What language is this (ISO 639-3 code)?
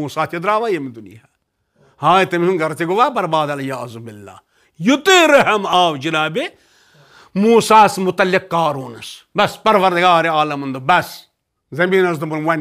kas